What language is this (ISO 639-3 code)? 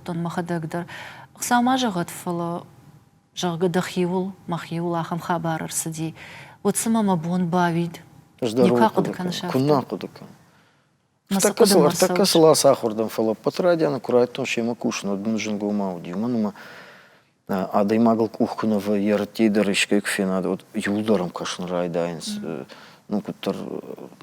oss